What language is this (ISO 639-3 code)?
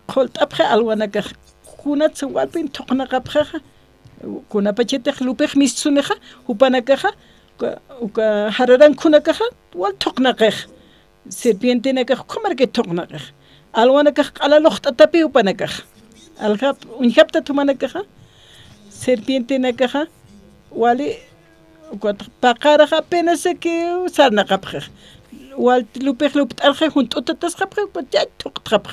aym